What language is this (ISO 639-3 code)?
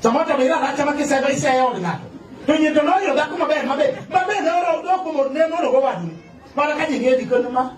luo